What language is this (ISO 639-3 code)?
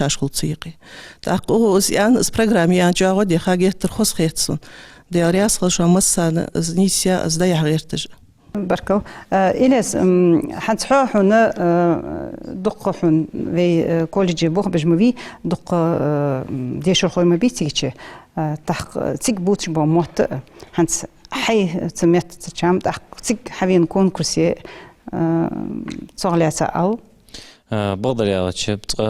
inh